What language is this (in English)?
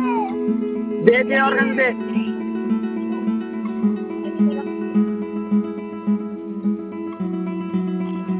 Bangla